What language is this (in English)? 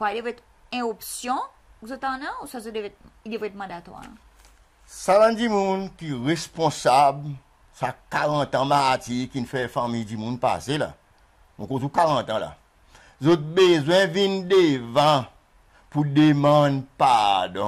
Seselwa Creole French